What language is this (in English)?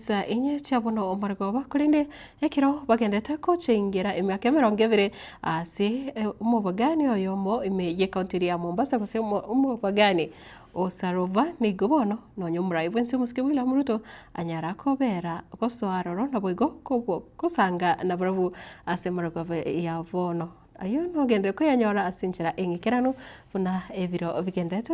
Gusii